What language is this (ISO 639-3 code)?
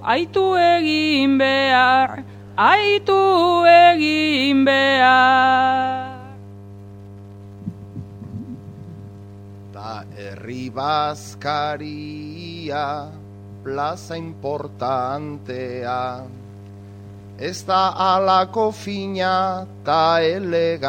eus